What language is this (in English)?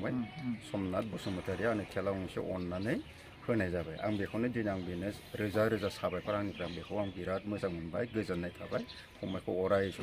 Bodo